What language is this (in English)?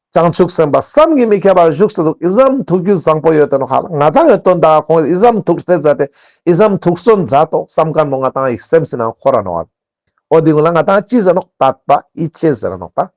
Ladakhi